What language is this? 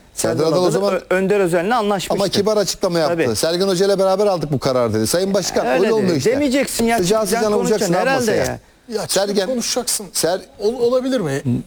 Turkish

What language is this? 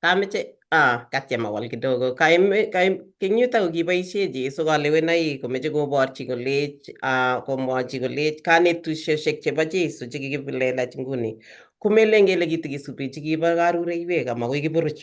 Kalenjin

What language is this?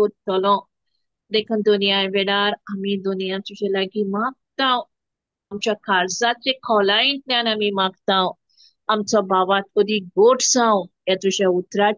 Konkani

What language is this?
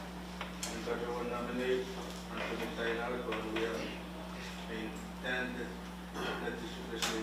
Pohnpeian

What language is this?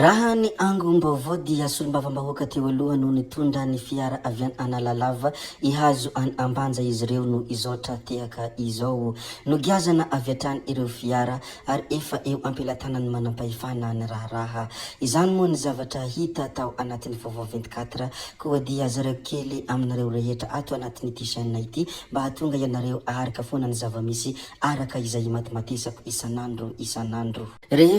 Malagasy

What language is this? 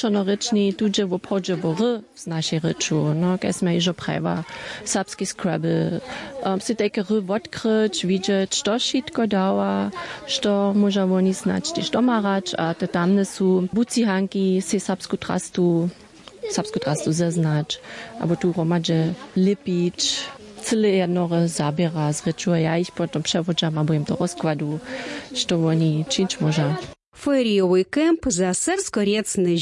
Upper Sorbian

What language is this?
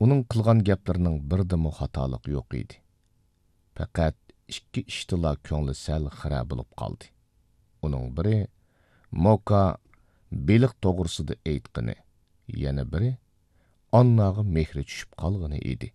Uyghur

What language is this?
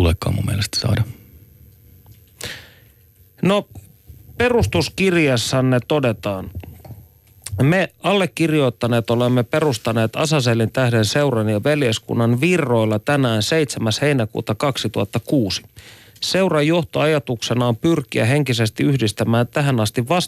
Finnish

